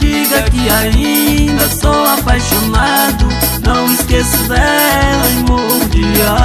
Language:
Portuguese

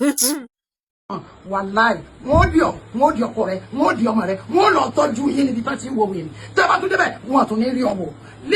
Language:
Yoruba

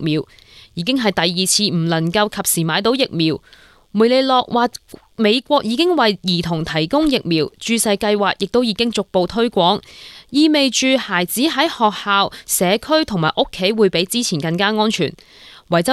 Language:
Cantonese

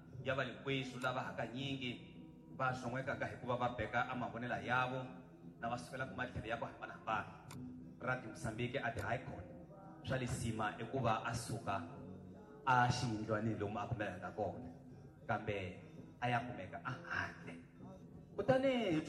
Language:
Tsonga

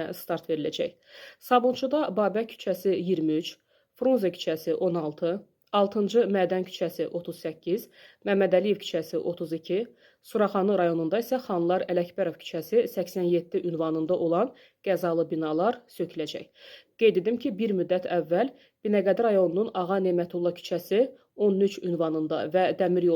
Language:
Azerbaijani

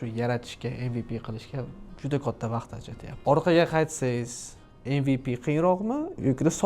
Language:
Uzbek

